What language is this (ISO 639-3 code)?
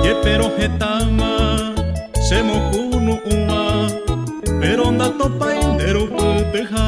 grn